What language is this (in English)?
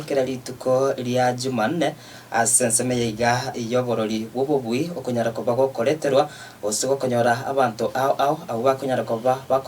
Gusii